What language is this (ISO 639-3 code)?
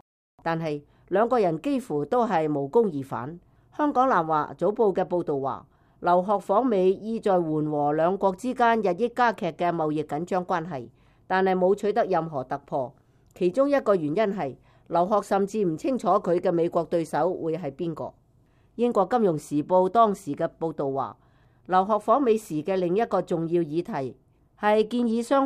yue